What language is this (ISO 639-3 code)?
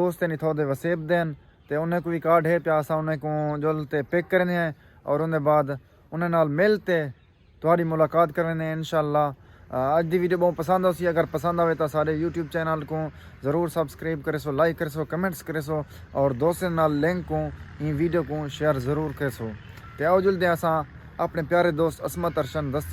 skr